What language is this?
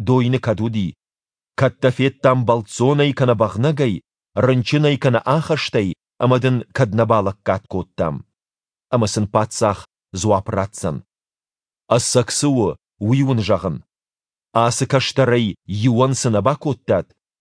Ossetic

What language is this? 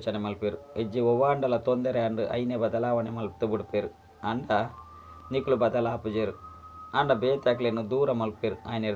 Tulu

